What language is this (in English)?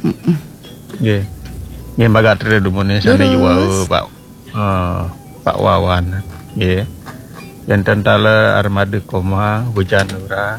Balinese